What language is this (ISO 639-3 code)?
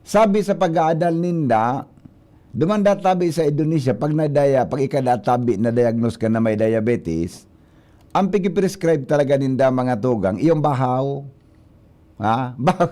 bik